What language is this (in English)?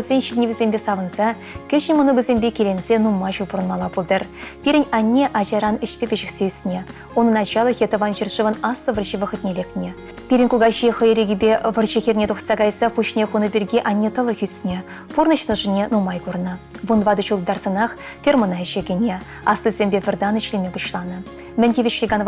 Chuvash